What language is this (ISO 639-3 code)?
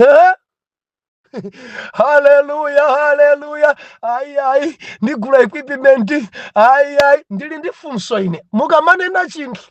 nya